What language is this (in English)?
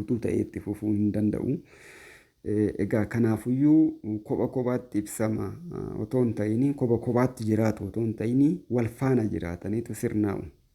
Oromo